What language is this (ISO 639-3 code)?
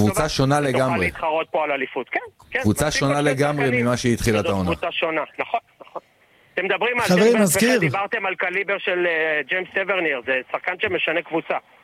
heb